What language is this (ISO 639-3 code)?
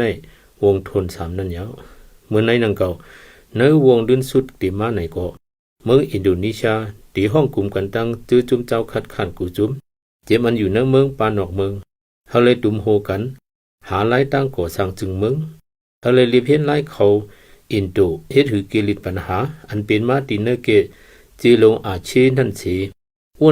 shn